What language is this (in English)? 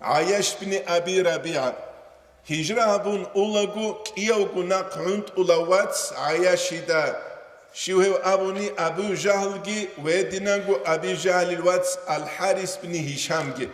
Avaric